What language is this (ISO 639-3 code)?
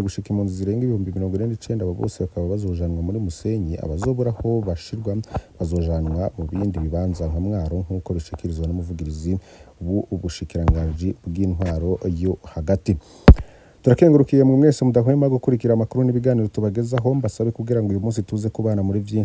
run